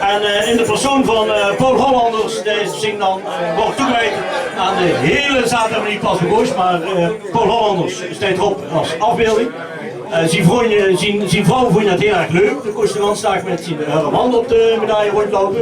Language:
Limburgish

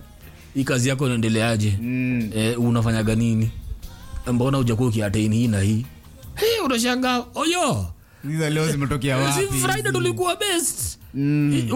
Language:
Swahili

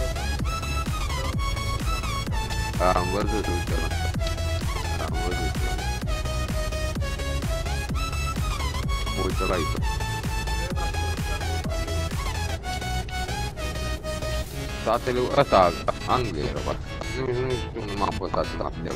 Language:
Romanian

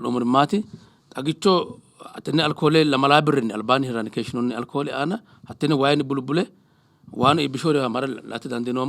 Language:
Sidamo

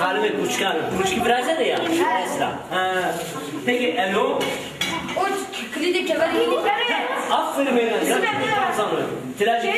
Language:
Zaza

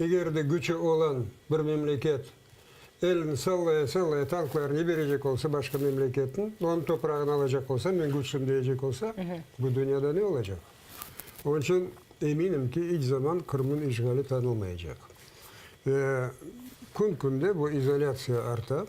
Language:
Crimean Tatar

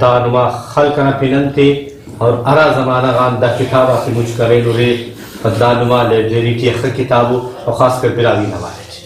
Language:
Brahui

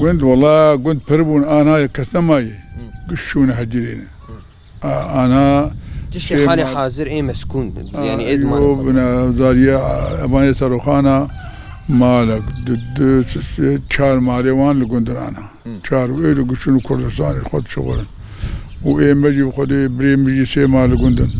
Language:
Kurdish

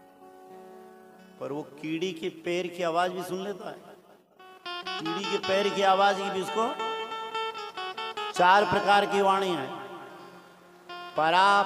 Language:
Hindi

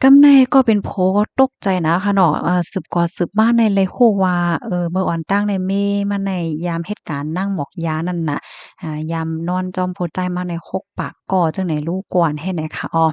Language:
Shan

